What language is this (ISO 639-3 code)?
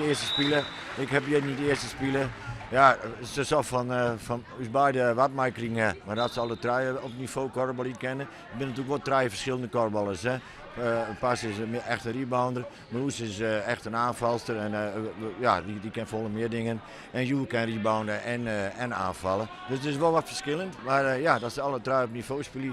fry